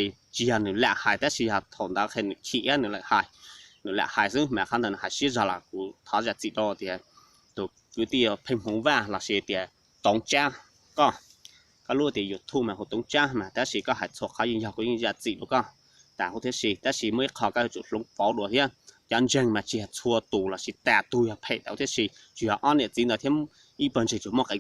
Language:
Hmong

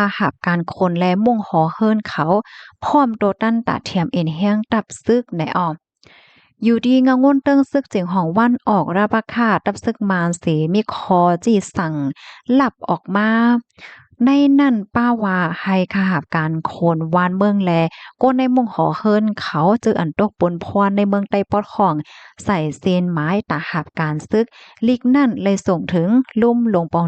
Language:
Shan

